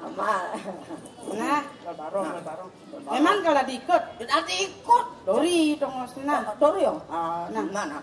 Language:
Balinese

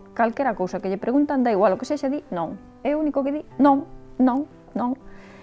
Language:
Galician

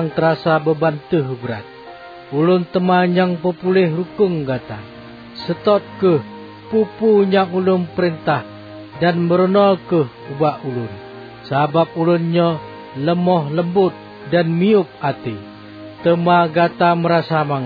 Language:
Achinese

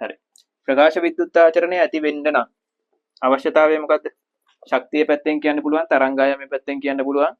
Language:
Sinhala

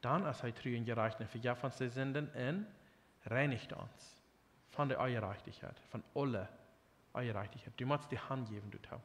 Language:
Plautdietsch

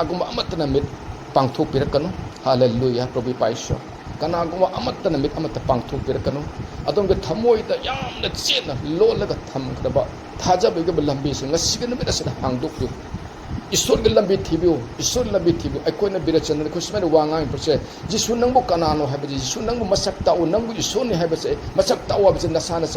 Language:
Manipuri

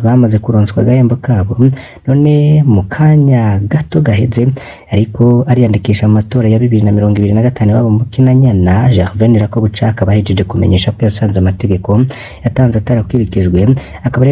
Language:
Rundi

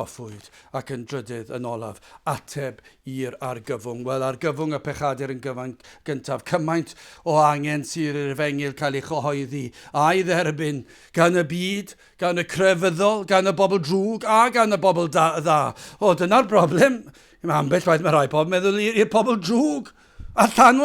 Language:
Welsh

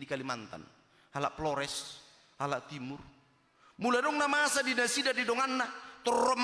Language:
Batak Toba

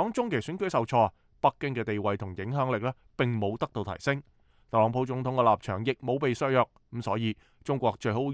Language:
Cantonese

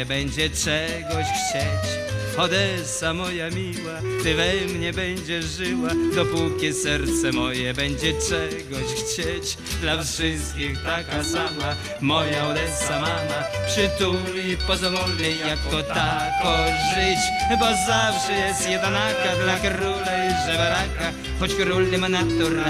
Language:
Polish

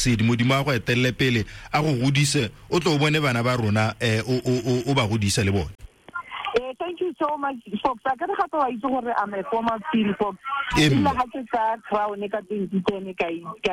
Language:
Tswana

